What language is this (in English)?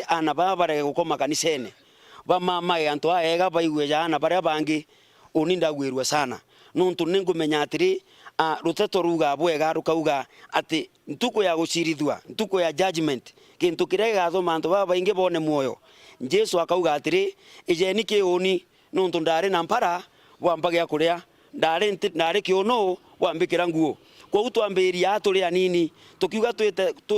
Meru